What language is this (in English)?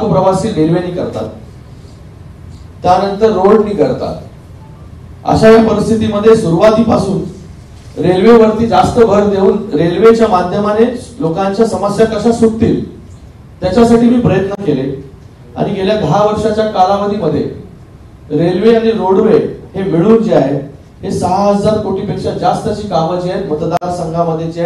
Marathi